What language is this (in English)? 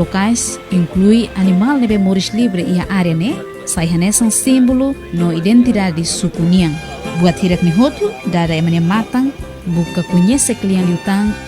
Tetum